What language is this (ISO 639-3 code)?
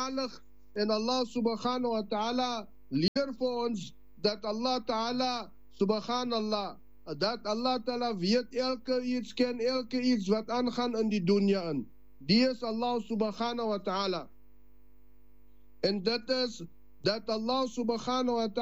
afr